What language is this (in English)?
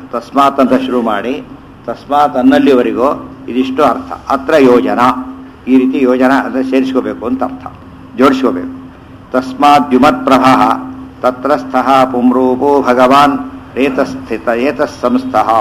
Kannada